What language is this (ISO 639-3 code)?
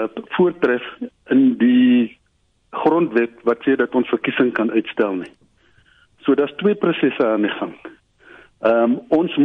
afr